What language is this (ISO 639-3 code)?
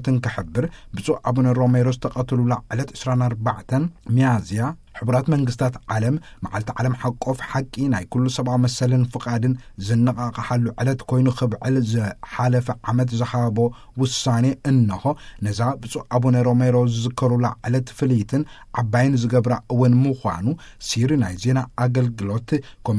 tir